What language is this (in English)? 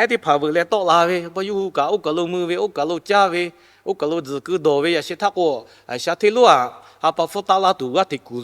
Lahu